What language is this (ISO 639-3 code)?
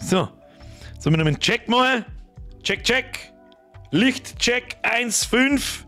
bar